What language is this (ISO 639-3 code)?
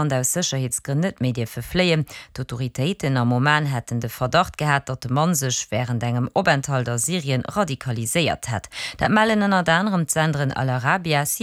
ltz